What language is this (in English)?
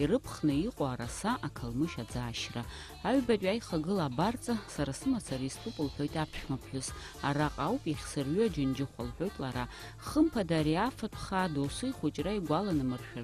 Abkhazian